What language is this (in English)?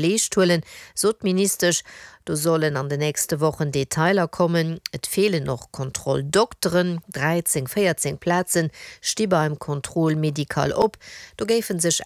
Luxembourgish